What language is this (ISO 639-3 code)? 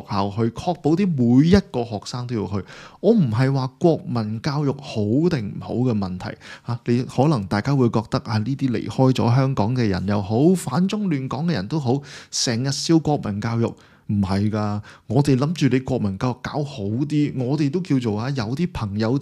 yue